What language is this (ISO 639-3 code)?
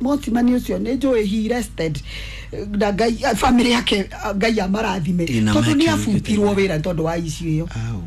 kik